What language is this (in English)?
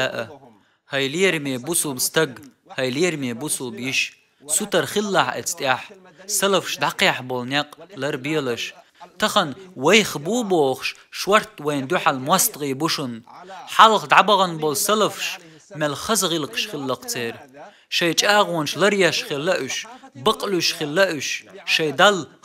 Chechen